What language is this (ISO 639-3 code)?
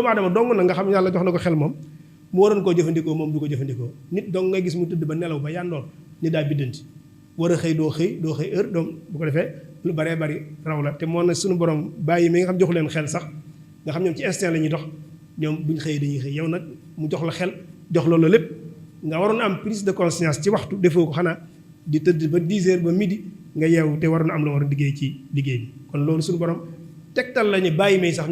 wol